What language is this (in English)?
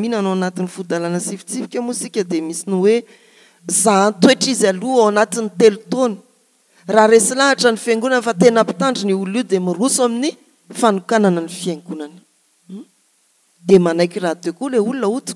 Malagasy